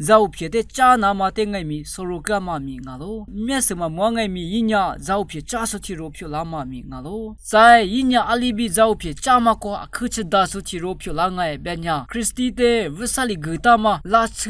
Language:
Lisu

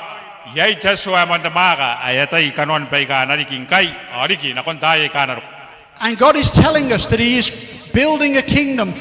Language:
Gilbertese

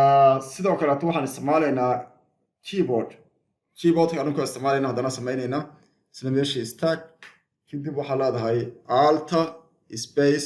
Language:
Somali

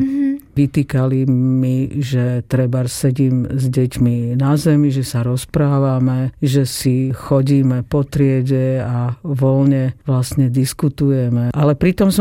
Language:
Slovak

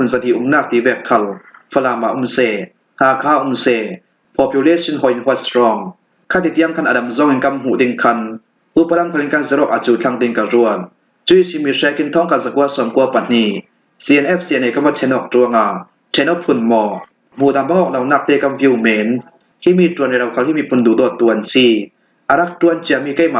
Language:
Falam Chin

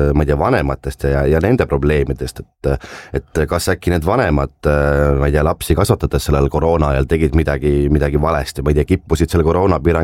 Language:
Estonian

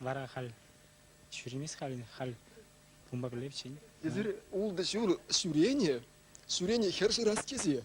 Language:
Chuvash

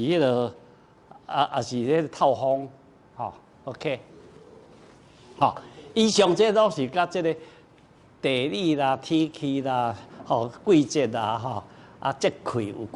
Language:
Min Nan Chinese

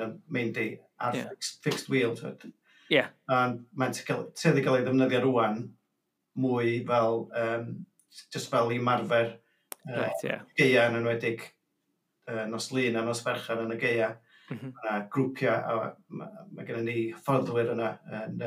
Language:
Welsh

